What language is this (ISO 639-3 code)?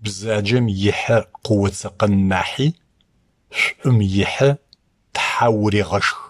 ady